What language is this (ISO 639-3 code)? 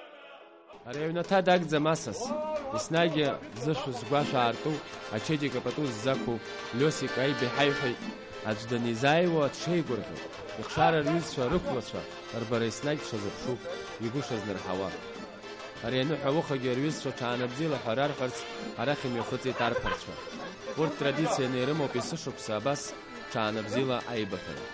abk